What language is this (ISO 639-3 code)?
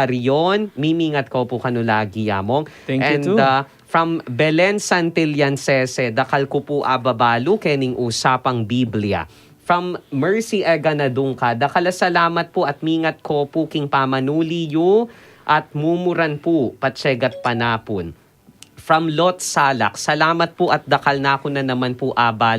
pam